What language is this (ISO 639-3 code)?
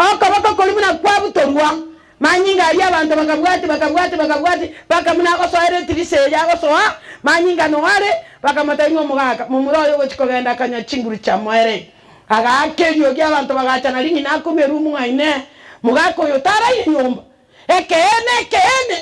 guz